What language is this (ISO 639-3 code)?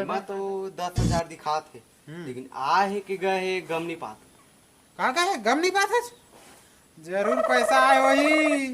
hne